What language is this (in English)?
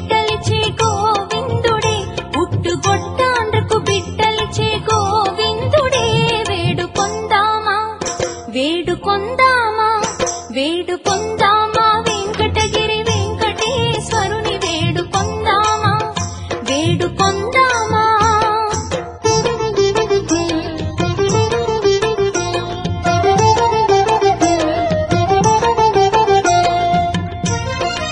Telugu